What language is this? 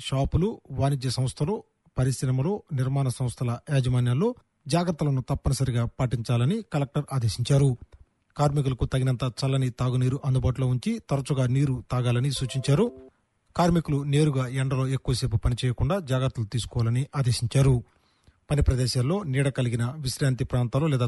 Telugu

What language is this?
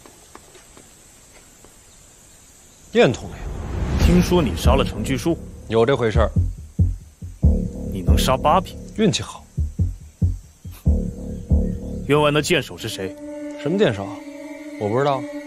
Chinese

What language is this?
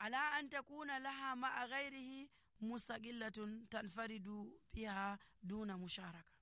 Nigerian Fulfulde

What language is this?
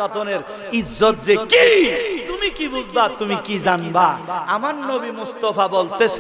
Bangla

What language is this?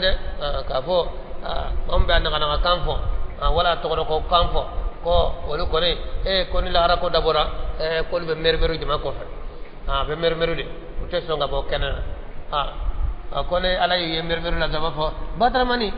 Bambara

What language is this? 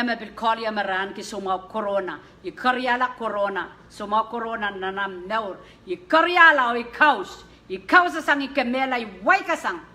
Pohnpeian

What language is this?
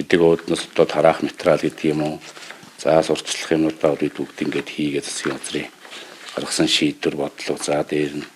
Mongolian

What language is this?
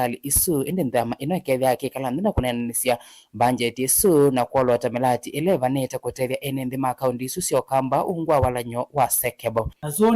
Kamba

